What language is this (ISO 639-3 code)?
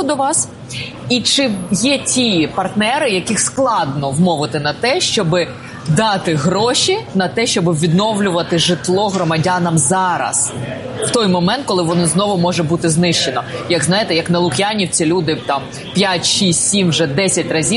ukr